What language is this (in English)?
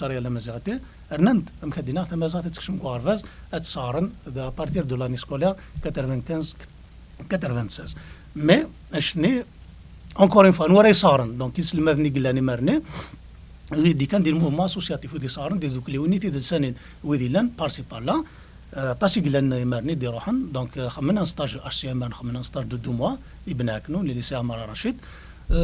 Kabyle